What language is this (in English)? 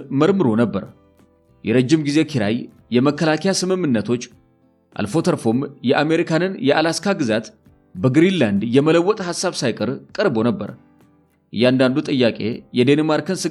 Amharic